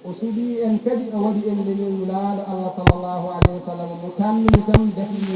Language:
Fula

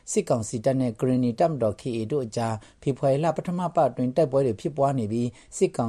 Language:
Burmese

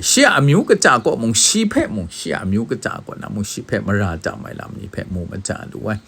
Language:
Kachin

